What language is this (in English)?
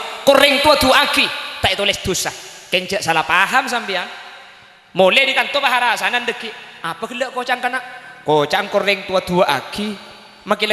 Madurese